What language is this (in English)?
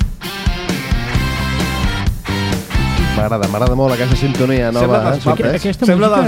Catalan